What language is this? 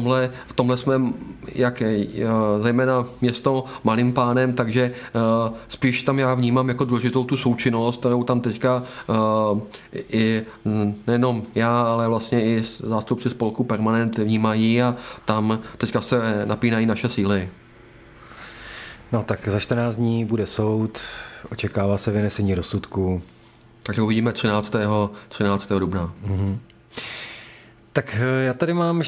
Czech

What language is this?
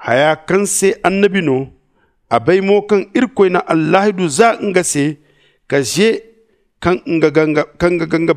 Zarma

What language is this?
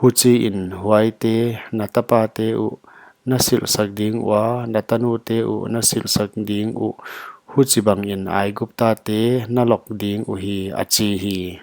Paite Chin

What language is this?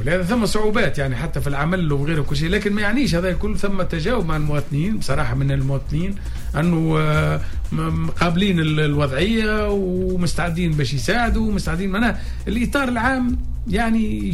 Tunisian Arabic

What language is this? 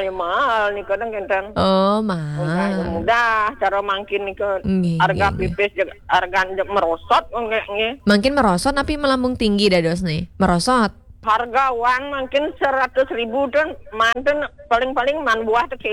Balinese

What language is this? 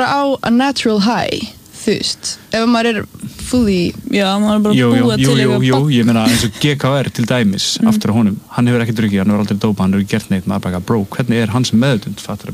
Icelandic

